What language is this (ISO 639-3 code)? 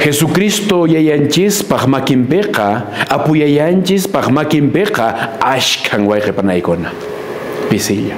que